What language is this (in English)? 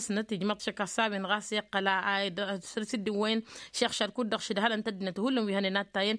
Tamasheq